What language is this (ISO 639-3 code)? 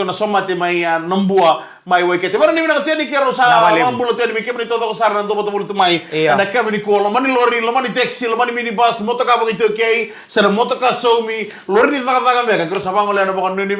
fij